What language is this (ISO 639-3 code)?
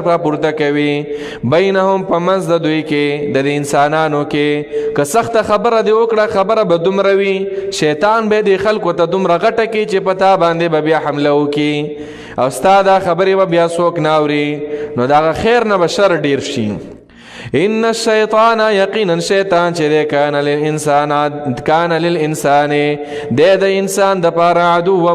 pus